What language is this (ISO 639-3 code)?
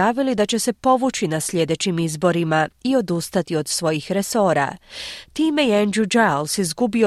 hrv